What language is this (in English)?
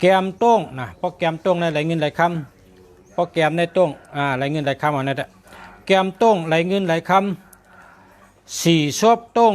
Shan